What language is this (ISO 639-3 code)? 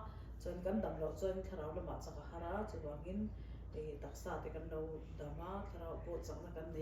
lus